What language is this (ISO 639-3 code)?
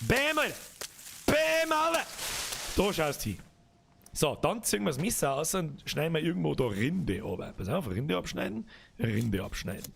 bar